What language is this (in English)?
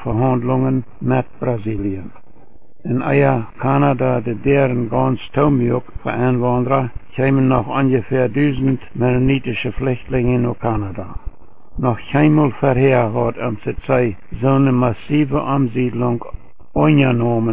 Plautdietsch